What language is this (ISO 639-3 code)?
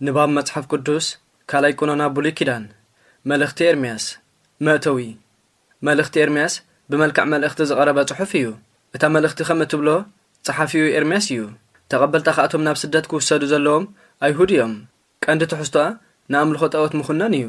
tir